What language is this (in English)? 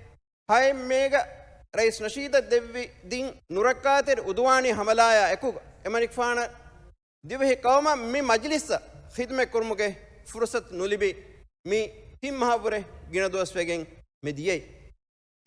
Divehi